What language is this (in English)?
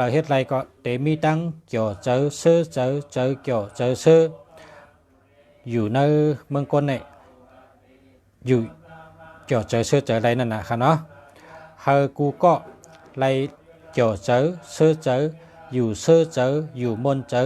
Shan